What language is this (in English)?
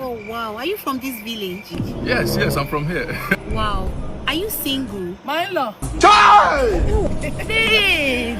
Nigerian Pidgin